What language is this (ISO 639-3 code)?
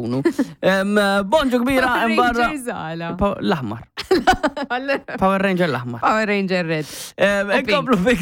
mlt